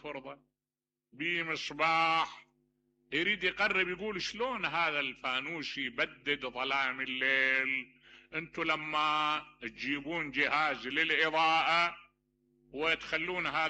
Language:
Mesopotamian Arabic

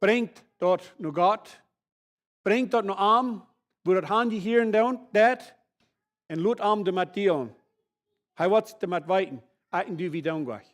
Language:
Plautdietsch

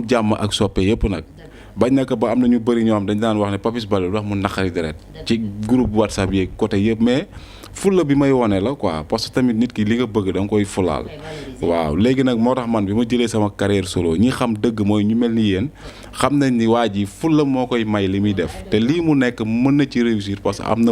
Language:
Wolof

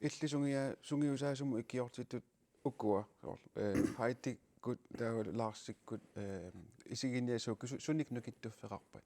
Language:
Kalaallisut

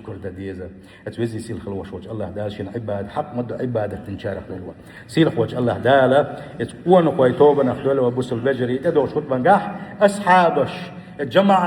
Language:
Chechen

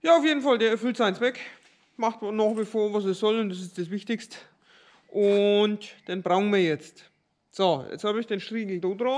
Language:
German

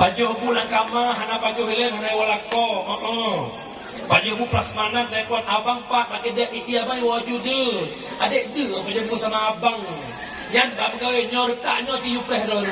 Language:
Achinese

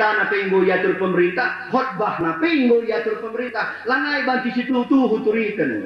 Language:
Batak Karo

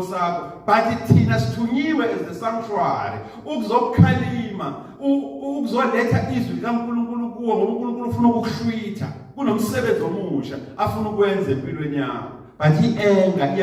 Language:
Zulu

